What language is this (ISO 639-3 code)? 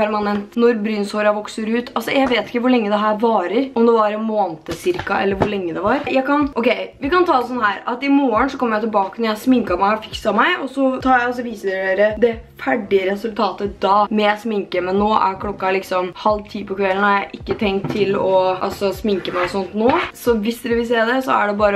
nor